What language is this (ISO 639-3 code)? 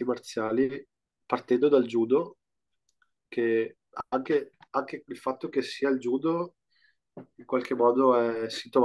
ita